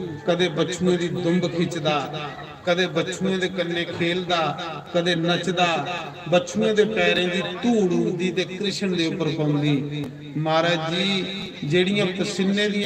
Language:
Dogri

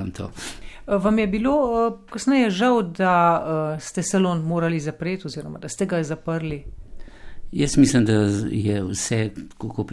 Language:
Slovenian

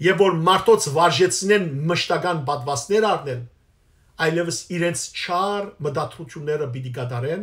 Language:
Western Armenian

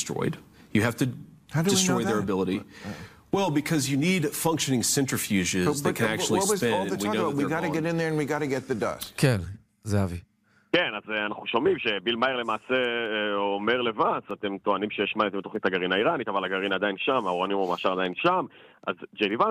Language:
Hebrew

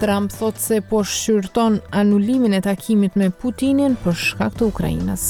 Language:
Albanian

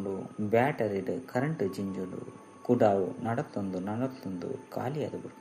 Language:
Tulu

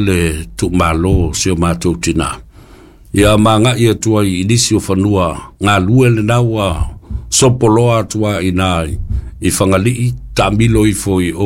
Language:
Samoan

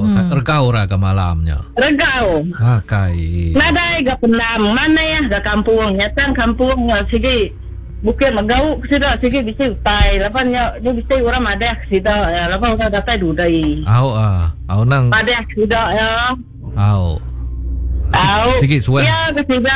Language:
Iban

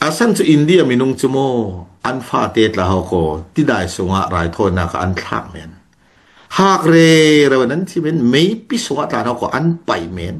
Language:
Falam Chin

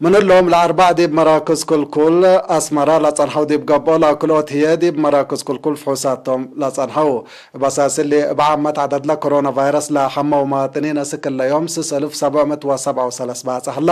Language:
Tigre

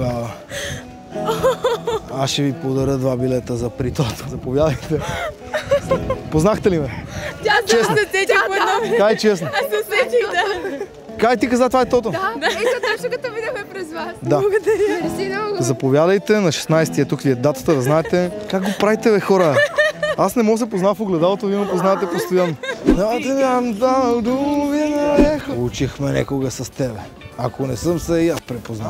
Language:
Bulgarian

